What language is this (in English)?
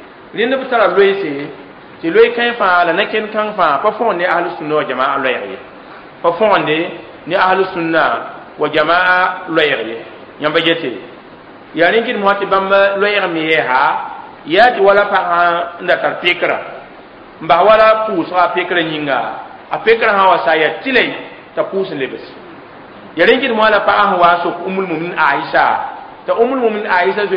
Mossi